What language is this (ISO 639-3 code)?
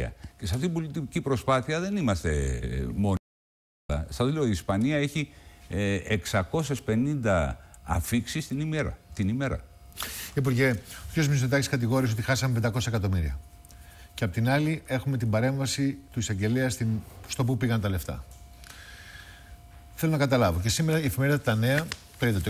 ell